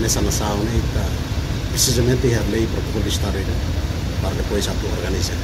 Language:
Tetum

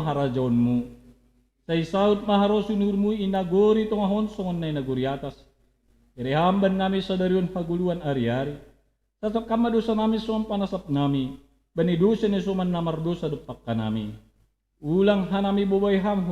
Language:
Batak Simalungun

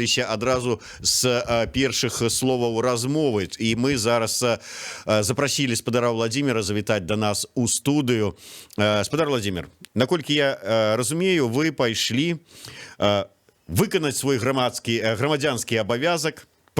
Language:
Belarusian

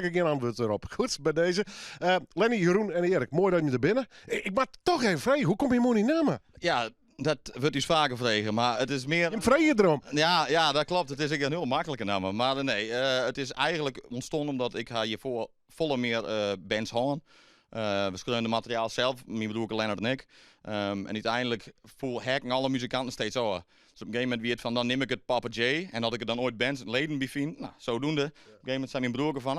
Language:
Western Frisian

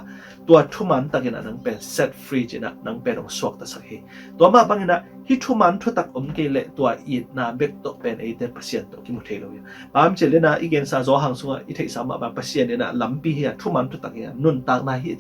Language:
Tedim Chin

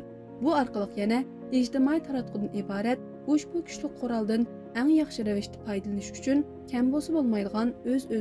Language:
Uyghur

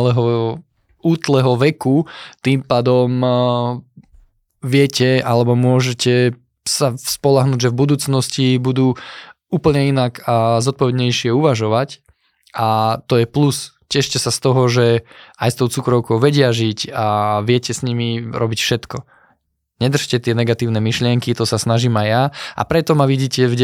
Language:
Slovak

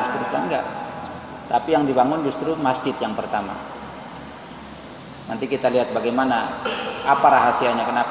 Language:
Indonesian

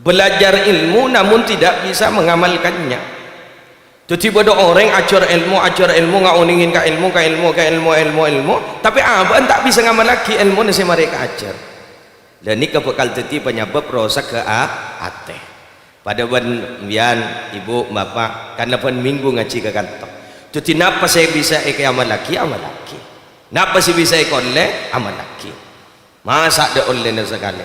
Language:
Madurese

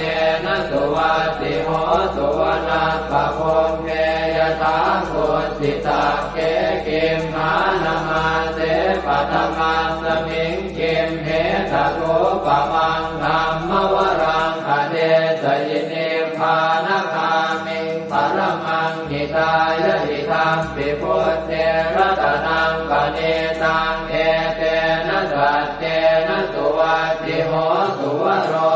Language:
Pali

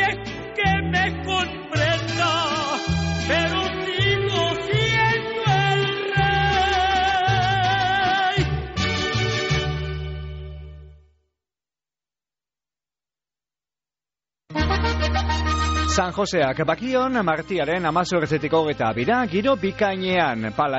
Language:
Basque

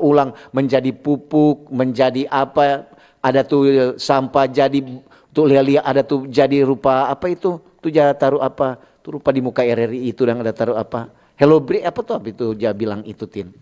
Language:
Manado Malay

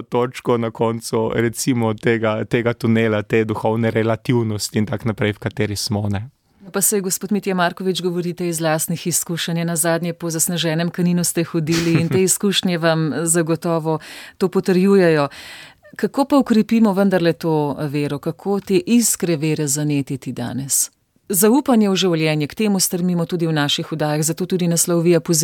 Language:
Slovenian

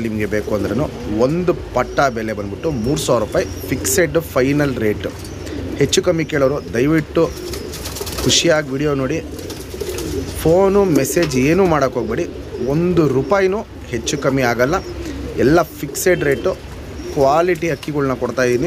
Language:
Kannada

